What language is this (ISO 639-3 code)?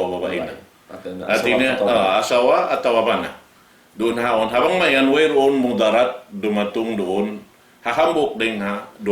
tsg